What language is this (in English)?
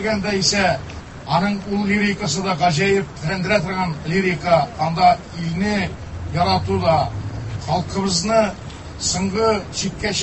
Tatar